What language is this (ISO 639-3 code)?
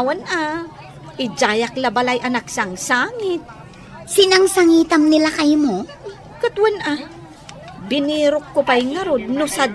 ilo